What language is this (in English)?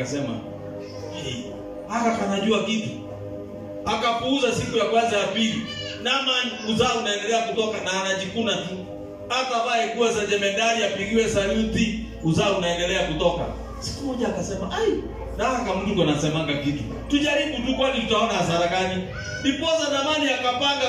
Swahili